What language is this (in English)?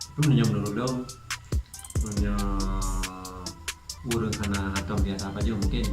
Achinese